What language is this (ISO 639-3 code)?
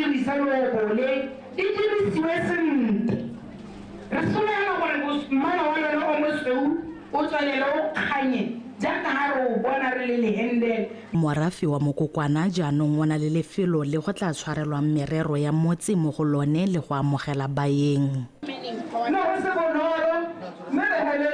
tsn